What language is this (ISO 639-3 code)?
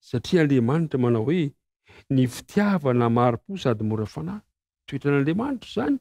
mlg